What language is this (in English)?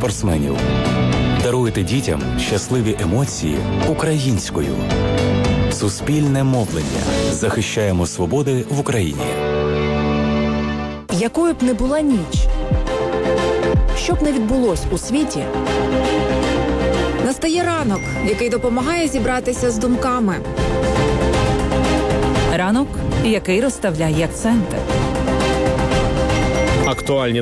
Ukrainian